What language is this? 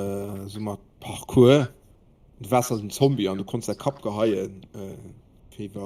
Luxembourgish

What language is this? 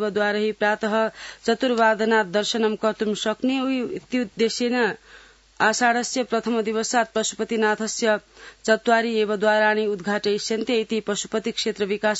Sanskrit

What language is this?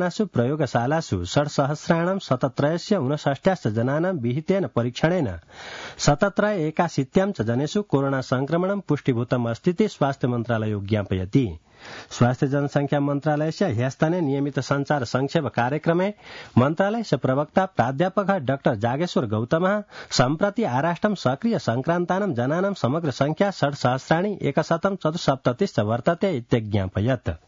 Sanskrit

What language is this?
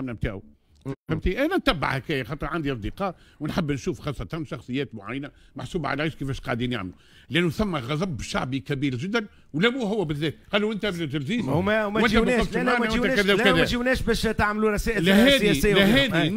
Tunisian Arabic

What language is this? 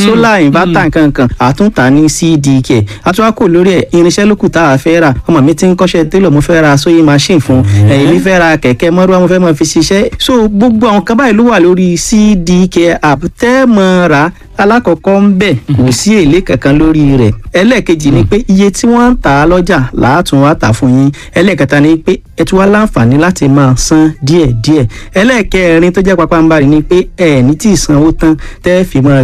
Yoruba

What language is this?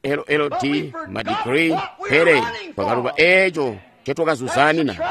Tonga (Zambia)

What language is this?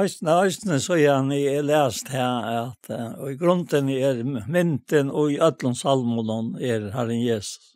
Faroese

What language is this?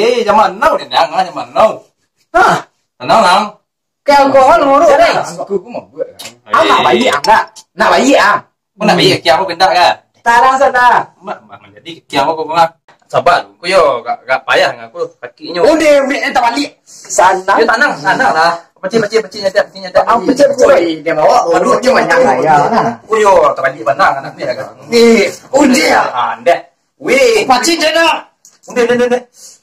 Minangkabau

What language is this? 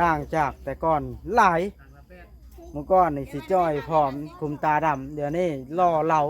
Lao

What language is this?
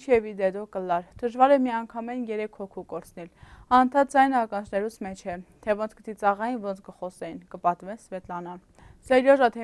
Armenian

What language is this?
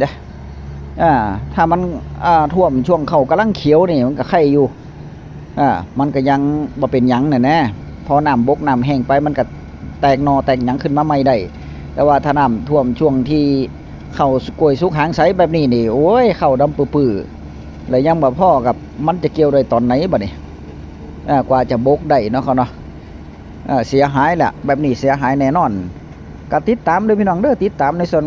Northeastern Thai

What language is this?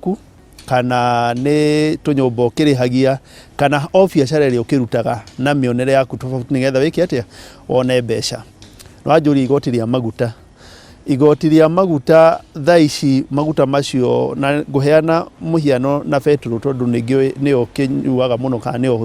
Kikuyu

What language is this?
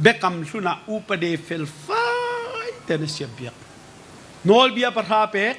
Hakha Chin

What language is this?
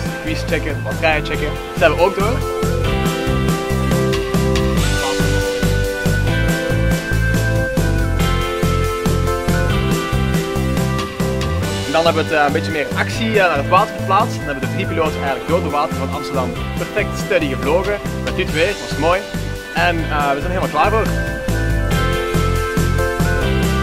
Dutch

